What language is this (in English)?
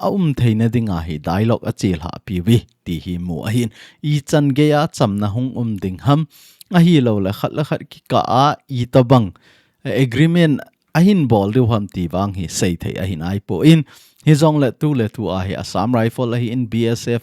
Thado Chin